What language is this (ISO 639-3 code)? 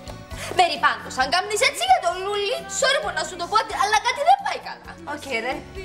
ell